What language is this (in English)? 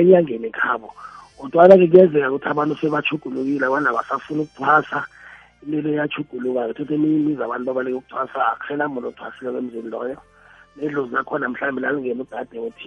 South Ndebele